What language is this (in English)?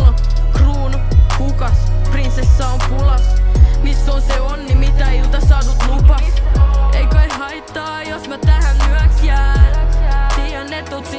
Finnish